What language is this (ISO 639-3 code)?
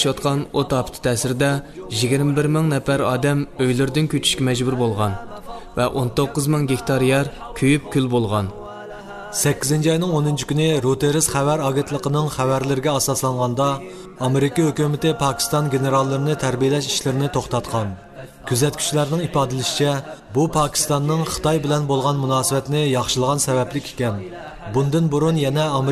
uig